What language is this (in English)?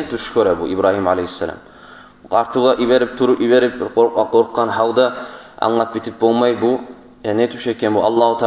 Kumyk